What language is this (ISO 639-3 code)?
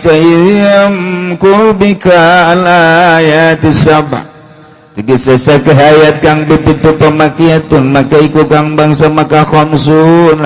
sun